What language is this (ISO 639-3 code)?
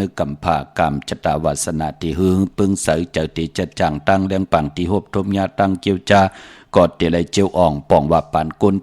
shn